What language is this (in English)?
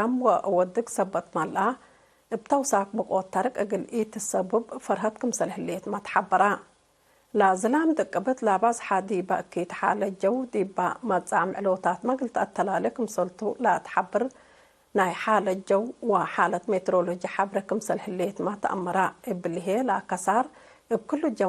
Tigre